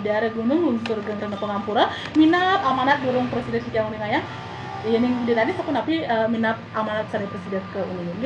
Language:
Balinese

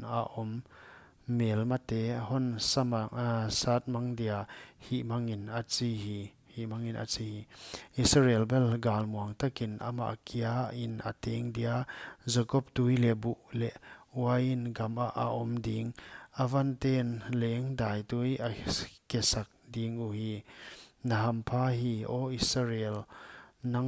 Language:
Paite Chin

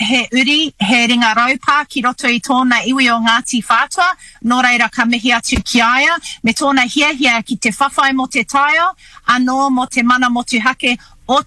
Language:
Māori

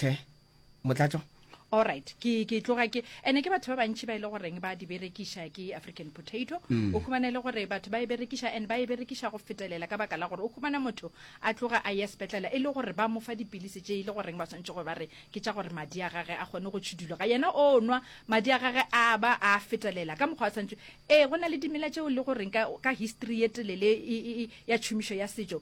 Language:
Northern Sotho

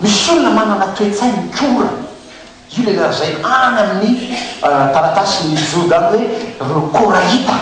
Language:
Malagasy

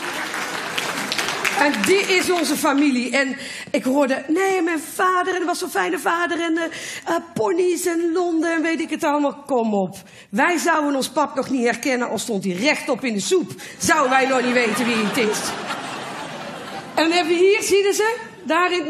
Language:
Dutch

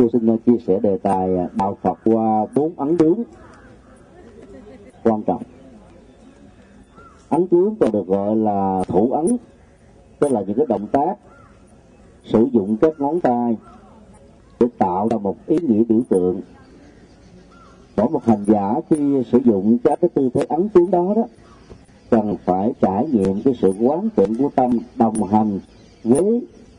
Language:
Vietnamese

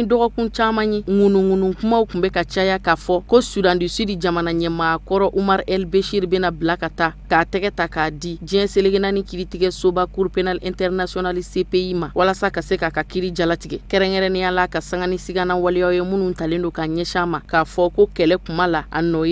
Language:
Bambara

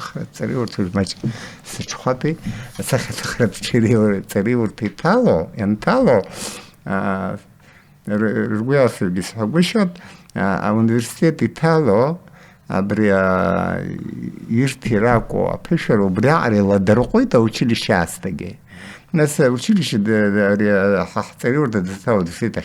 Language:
Abkhazian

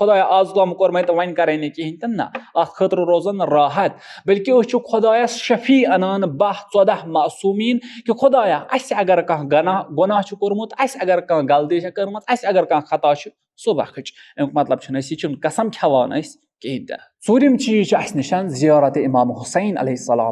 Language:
Kashmiri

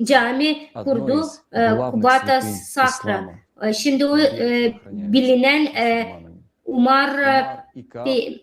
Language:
Gagauz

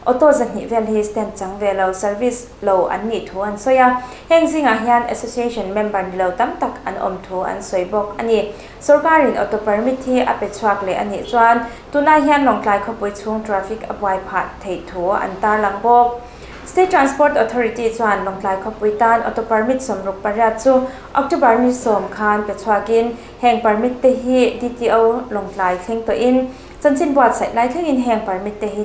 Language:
Mizo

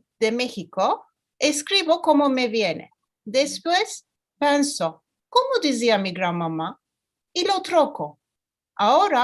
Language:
Ladino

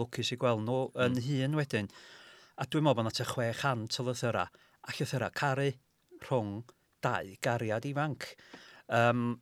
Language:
Welsh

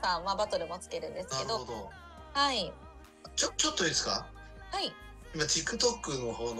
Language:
Japanese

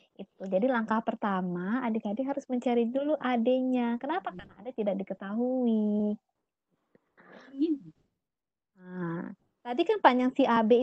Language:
Indonesian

